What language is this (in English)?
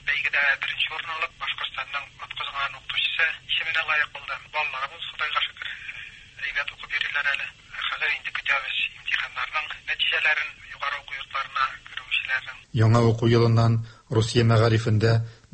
Tatar